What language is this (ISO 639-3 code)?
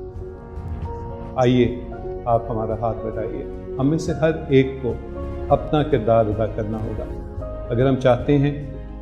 urd